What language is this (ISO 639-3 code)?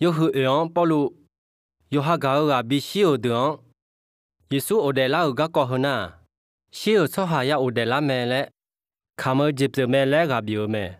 ahk